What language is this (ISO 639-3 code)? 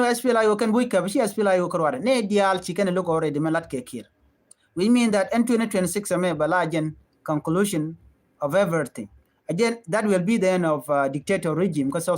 nus